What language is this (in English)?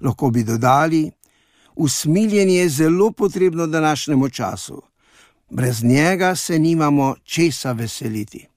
Slovenian